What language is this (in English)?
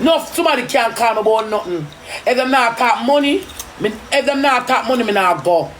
Jamaican Creole English